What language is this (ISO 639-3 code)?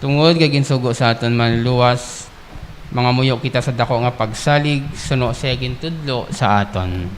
hil